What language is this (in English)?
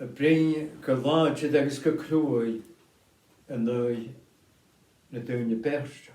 Scottish Gaelic